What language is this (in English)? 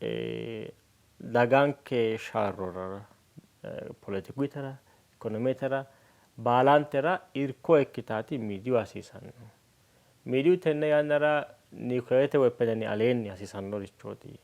Sidamo